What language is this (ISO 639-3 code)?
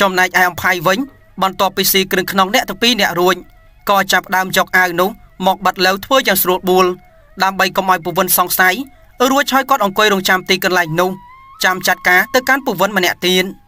khm